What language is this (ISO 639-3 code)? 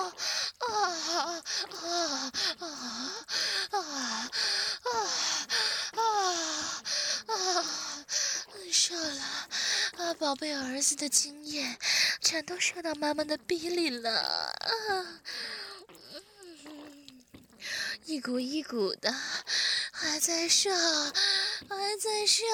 zho